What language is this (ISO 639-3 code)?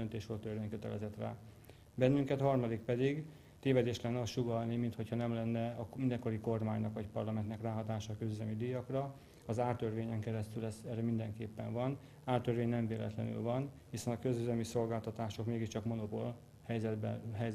hun